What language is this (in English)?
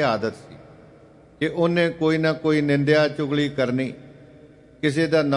Punjabi